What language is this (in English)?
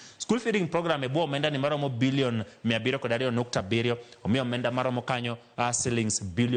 Luo (Kenya and Tanzania)